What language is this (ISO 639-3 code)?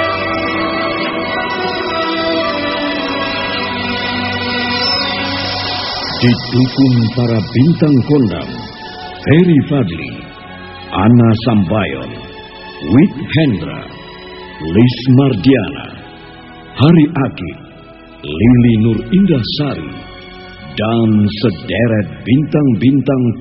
ind